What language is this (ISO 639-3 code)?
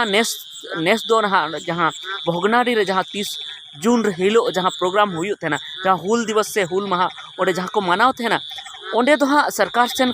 sat